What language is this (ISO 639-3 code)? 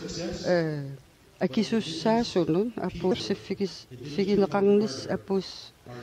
kal